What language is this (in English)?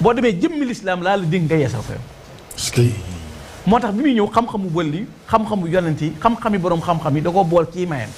Wolof